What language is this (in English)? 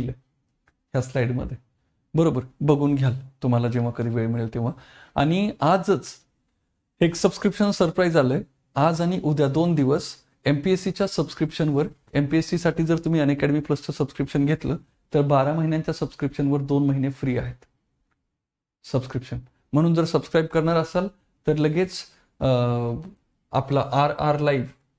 Marathi